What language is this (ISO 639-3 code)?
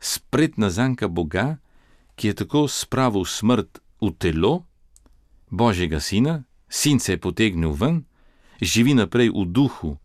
slv